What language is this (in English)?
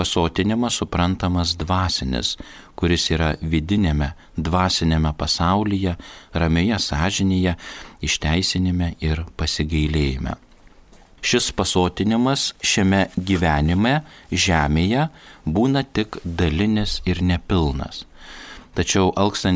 Lithuanian